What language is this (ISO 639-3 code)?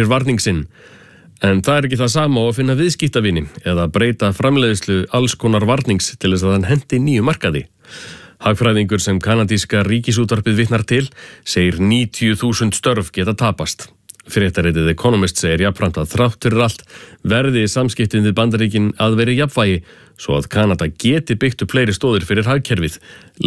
isl